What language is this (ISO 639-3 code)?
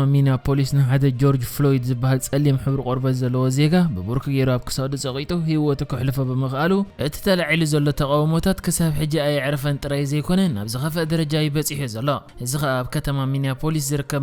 tir